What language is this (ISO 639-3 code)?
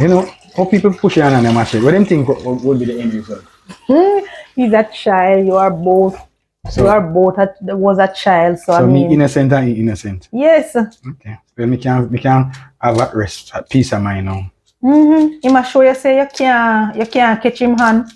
jam